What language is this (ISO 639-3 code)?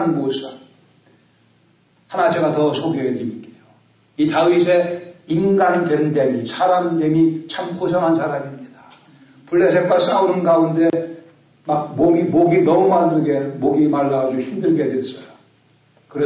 kor